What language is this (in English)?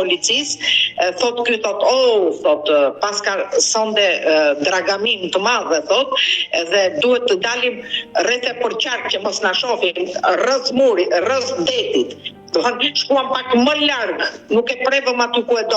Albanian